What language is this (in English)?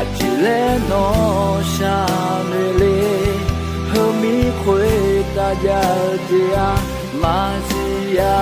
Akha